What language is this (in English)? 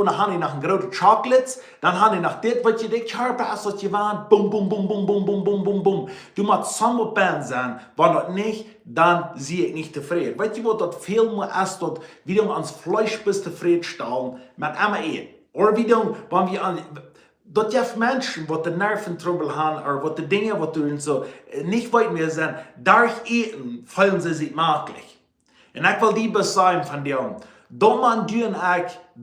Plautdietsch